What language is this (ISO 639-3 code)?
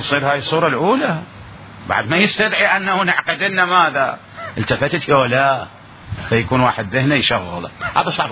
acm